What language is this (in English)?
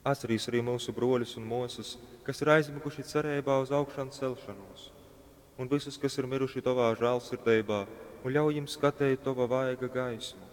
Latgalian